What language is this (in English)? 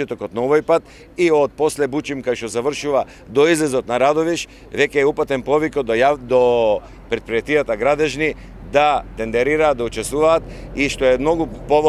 Macedonian